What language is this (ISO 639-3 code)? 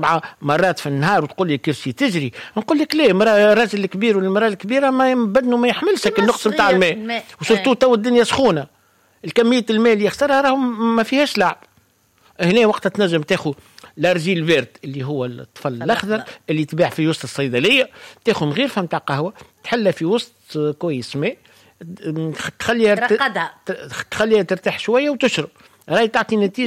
aeb